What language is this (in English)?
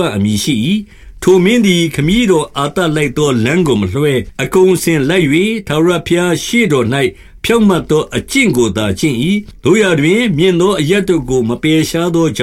Burmese